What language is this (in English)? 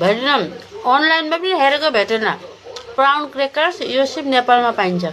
Nepali